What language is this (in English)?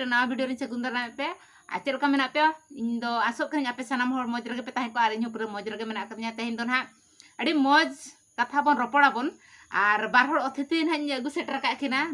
Santali